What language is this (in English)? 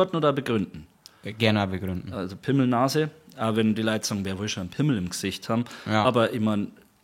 Bavarian